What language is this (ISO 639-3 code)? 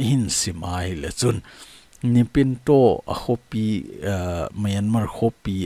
tcz